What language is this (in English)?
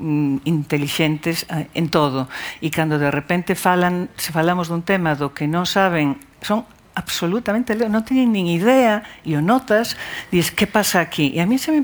Galician